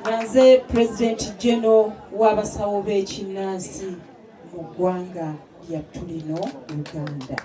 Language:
Ganda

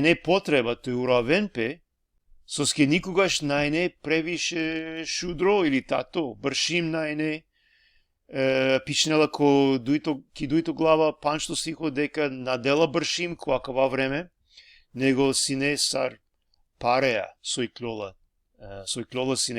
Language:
Balkan Romani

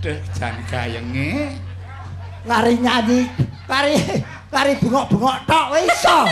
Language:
Javanese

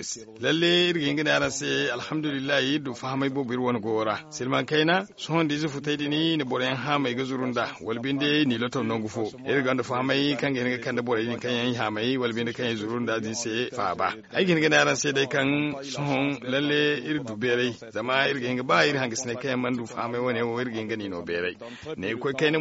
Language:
Zarma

